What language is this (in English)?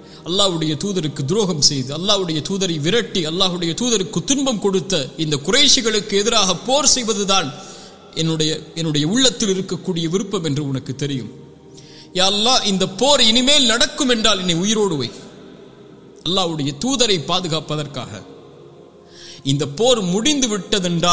Tamil